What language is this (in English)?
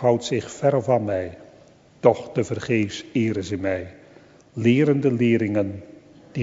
Dutch